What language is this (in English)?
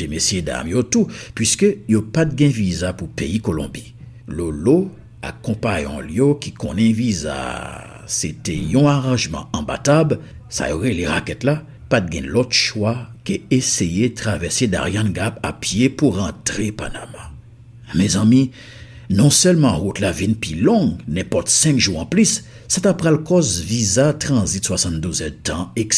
Haitian Creole